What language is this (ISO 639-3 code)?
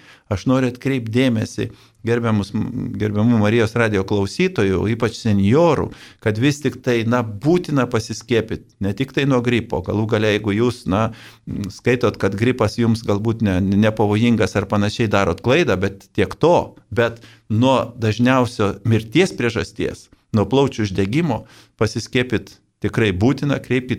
lit